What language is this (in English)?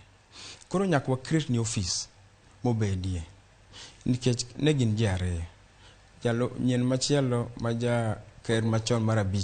Luo (Kenya and Tanzania)